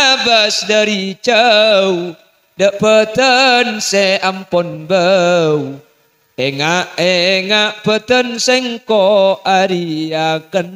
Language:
Madurese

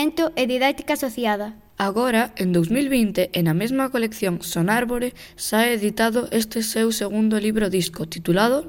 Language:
Galician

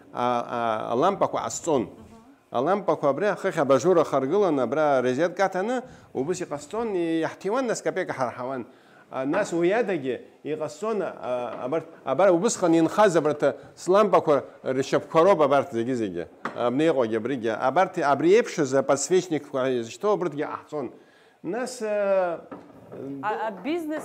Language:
Abkhazian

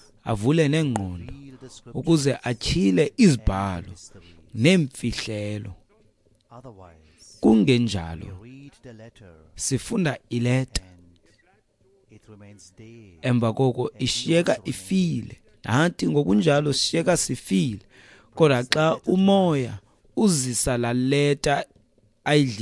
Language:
Xhosa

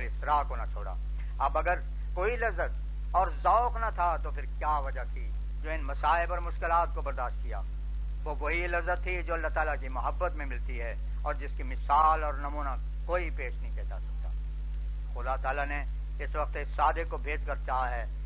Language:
Urdu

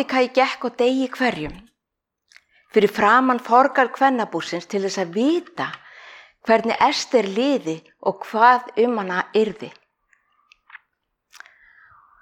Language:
Icelandic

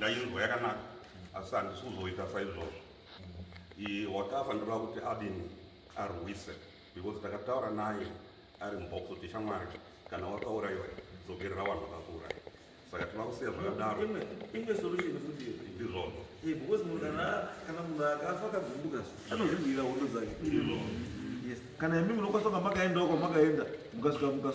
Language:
Shona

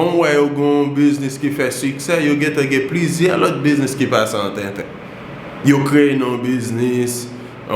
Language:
Haitian Creole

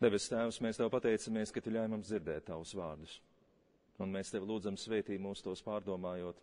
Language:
Latvian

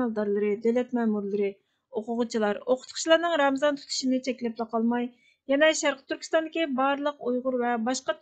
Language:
Uyghur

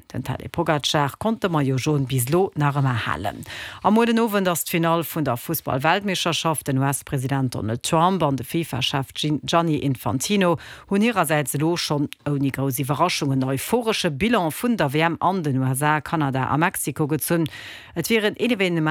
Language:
Luxembourgish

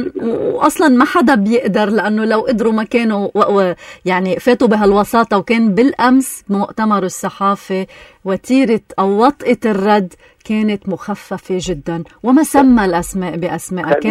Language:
North Levantine Arabic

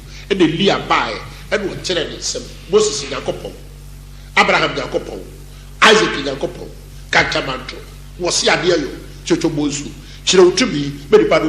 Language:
Akan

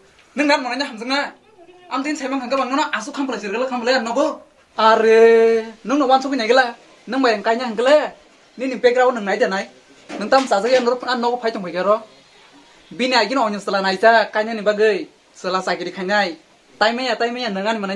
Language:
Kok Borok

